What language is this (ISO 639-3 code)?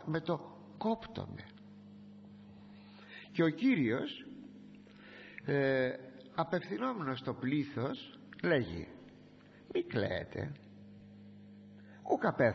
ell